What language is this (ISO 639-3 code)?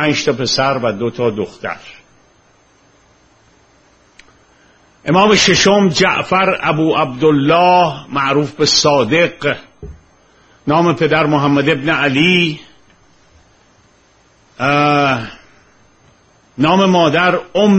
fas